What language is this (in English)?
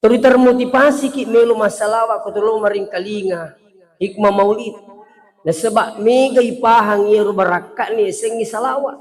Buginese